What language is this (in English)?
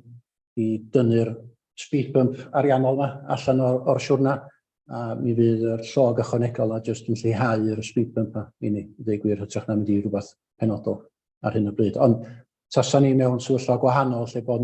Welsh